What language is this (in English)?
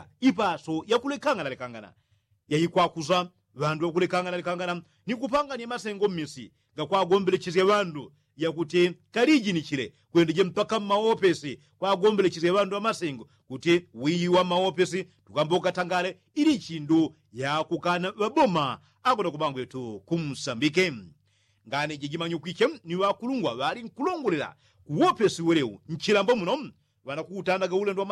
Yao